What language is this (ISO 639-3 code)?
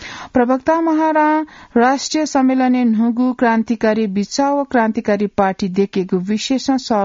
new